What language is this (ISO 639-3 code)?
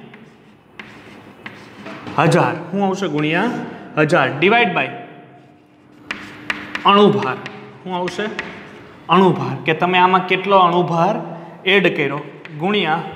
guj